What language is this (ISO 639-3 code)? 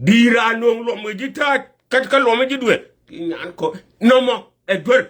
nus